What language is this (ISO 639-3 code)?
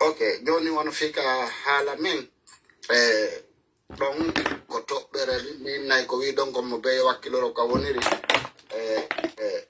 fuf